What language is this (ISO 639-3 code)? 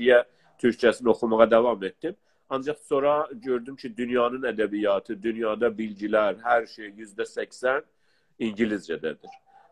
azb